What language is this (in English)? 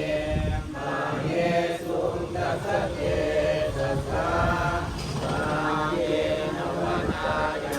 Pali